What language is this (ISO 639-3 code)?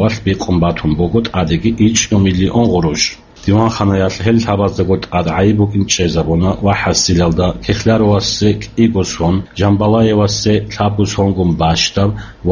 ava